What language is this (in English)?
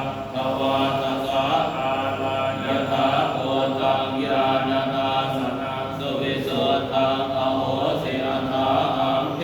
Pali